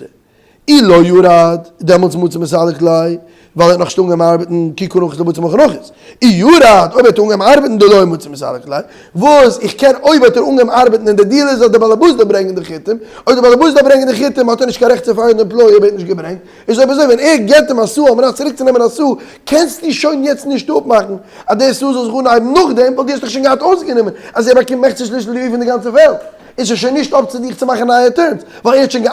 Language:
Yiddish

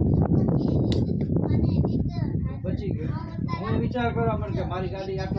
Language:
Gujarati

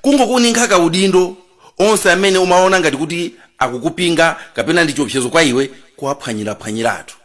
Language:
Nyanja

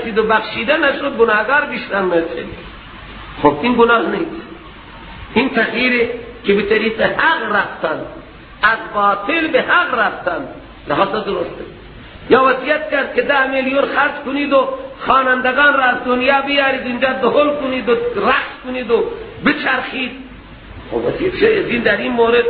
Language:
Persian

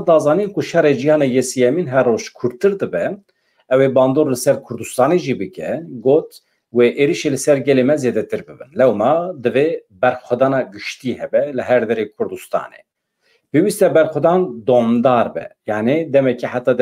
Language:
Kurdish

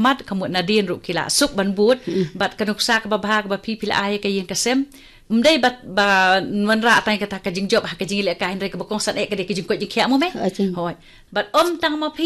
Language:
Khasi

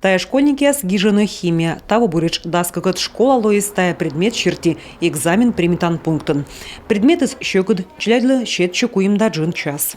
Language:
Komi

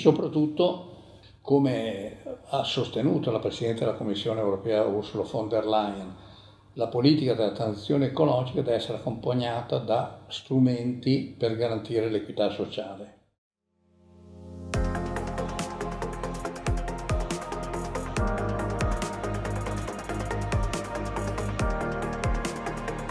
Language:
Italian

